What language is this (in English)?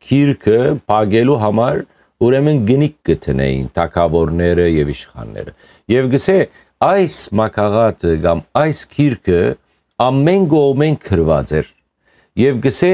Western Armenian